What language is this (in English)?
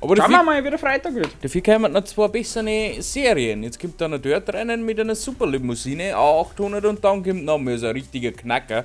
Bavarian